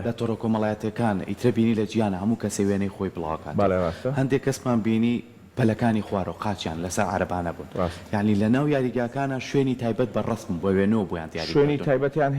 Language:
Central Kurdish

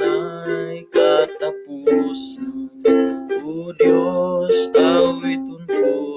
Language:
Cebuano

